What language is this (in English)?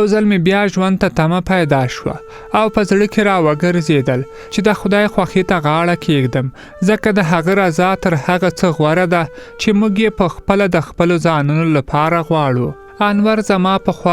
Pashto